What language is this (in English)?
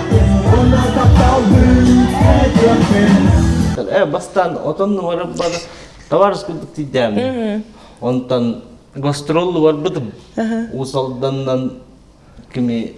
Yakut